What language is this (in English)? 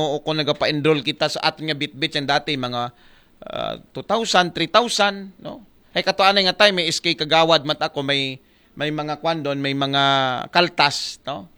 Aklanon